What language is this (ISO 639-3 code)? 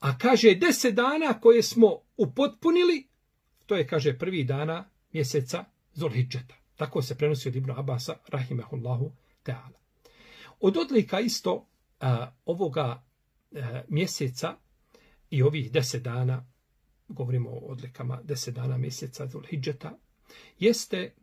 bos